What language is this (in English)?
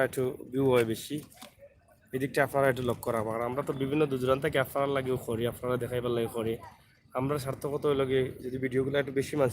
Sylheti